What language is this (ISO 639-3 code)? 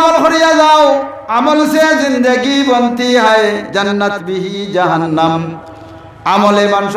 syl